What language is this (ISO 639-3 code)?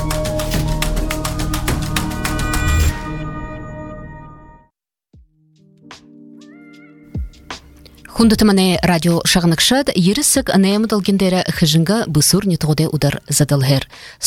bua